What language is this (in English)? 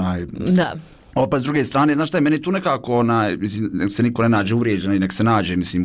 Bosnian